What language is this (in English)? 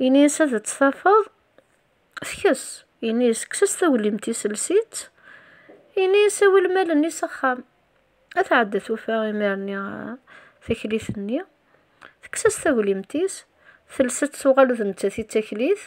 Kabyle